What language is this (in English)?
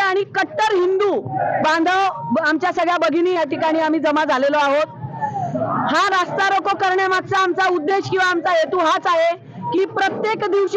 Marathi